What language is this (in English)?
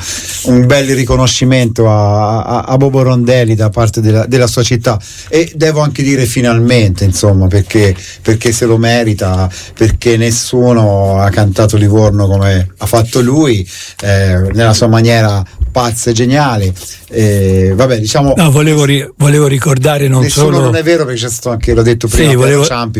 Italian